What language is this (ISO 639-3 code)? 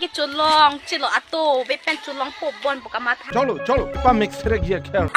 mjw